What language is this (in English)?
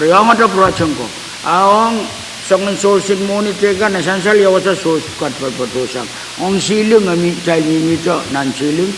Pohnpeian